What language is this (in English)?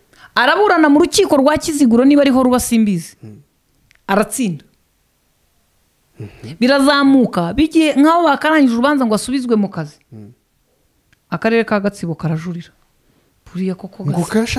Kinyarwanda